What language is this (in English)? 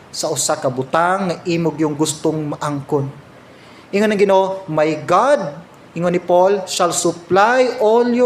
Cebuano